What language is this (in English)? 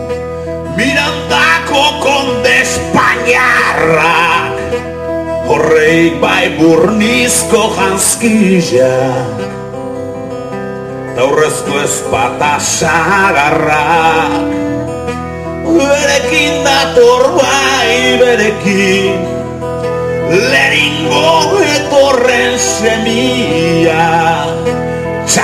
Basque